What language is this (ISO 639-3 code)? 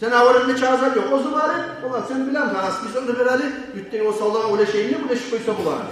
kum